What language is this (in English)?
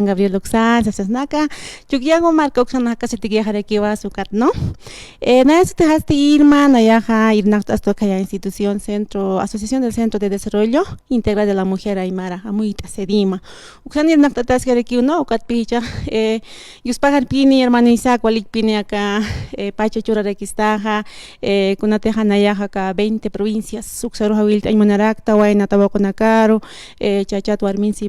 Aymara